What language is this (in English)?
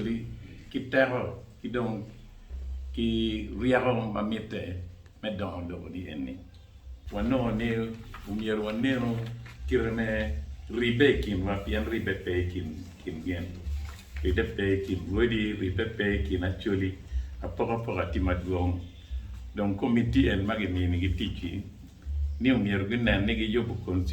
Acoli